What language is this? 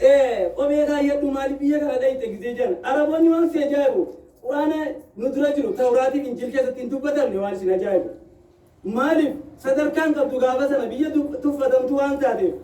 Oromo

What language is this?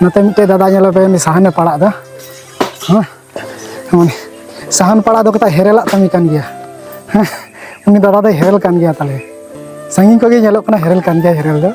Santali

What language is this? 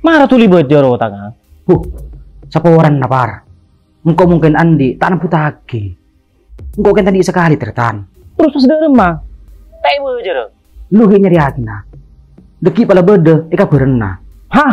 Madurese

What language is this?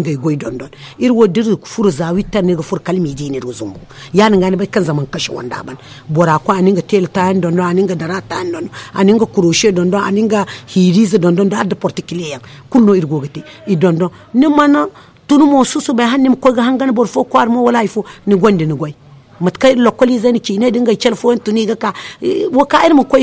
Zarma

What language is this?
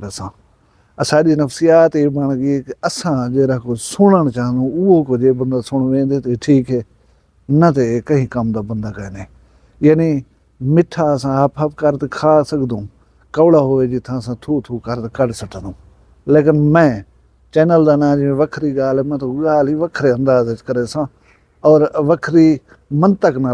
Saraiki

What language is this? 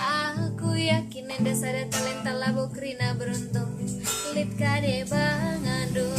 Batak Karo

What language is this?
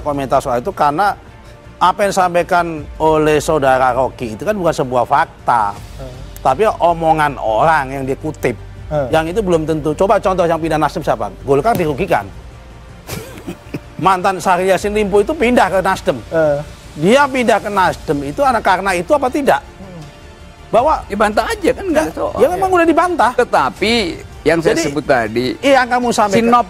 Indonesian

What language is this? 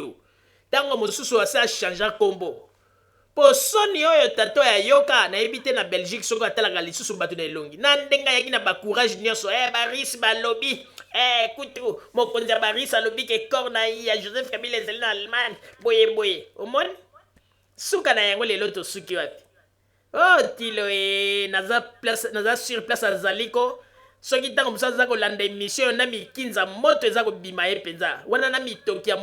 Lingala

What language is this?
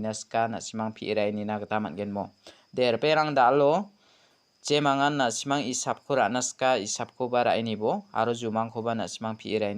Garo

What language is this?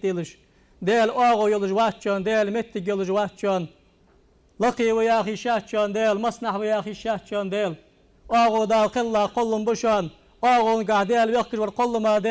Ingush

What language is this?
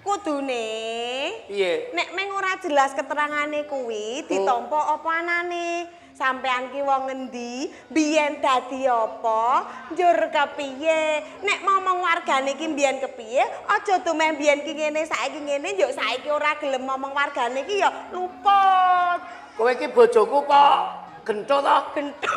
Javanese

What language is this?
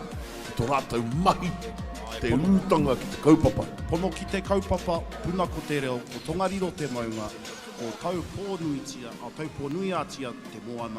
Māori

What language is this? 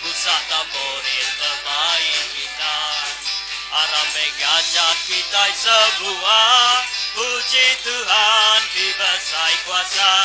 Iban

